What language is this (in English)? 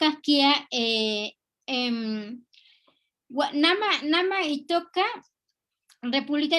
Eastern Huasteca Nahuatl